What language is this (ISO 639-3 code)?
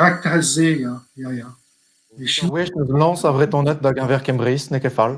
bre